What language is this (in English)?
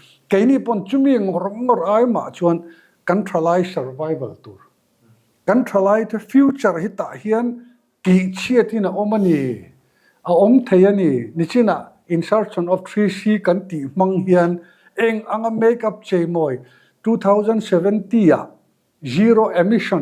Mizo